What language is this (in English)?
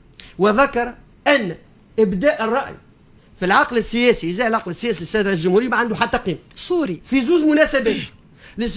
Tunisian Arabic